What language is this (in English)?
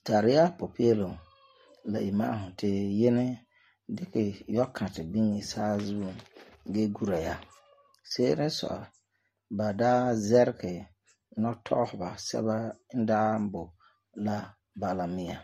Frafra